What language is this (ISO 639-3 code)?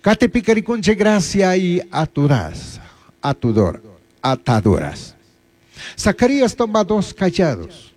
qug